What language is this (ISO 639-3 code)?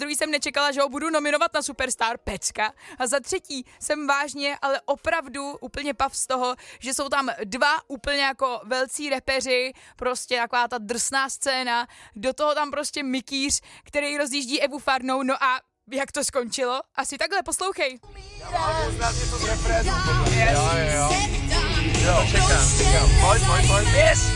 ces